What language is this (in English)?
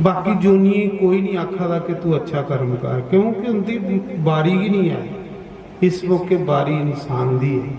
Dogri